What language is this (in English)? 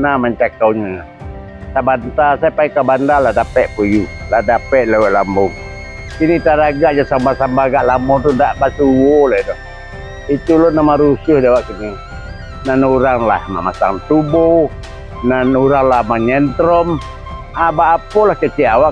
Minangkabau